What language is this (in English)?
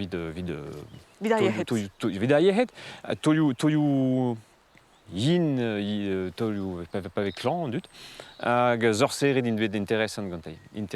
Breton